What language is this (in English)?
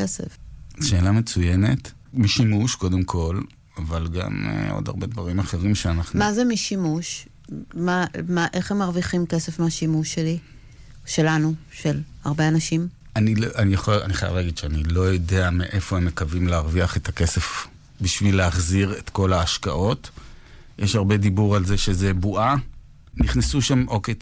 Hebrew